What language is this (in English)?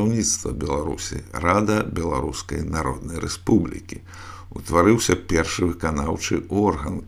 Belarusian